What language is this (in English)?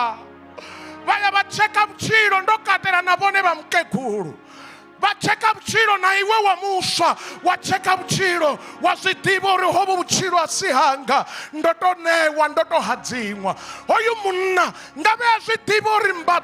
Venda